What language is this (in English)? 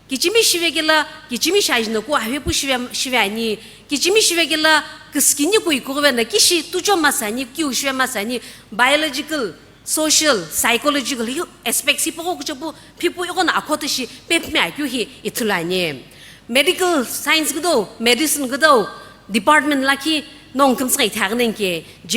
Sumi Naga